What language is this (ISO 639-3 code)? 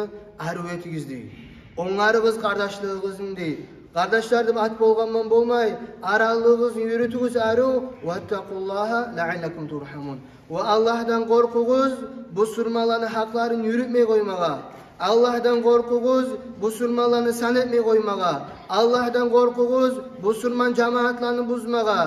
kum